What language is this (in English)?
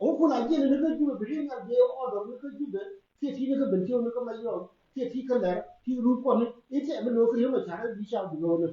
Nuer